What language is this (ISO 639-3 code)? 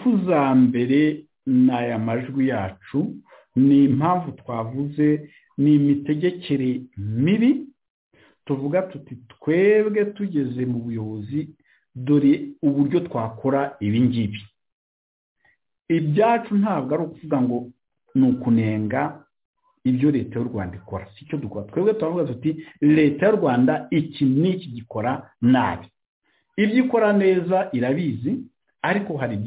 kin